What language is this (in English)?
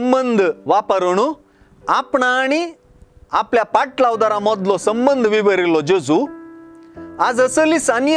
Konkani